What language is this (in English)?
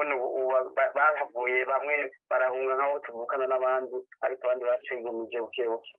Rundi